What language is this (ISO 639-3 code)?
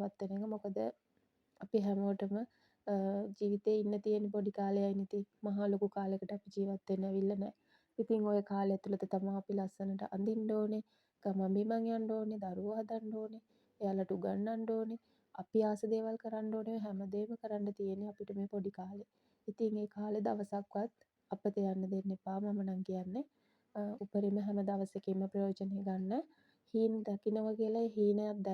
sin